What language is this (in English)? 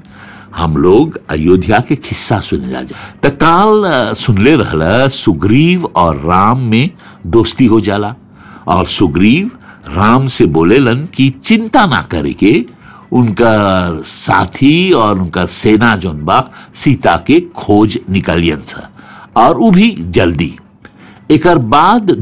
Bhojpuri